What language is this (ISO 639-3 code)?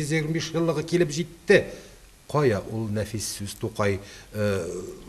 tat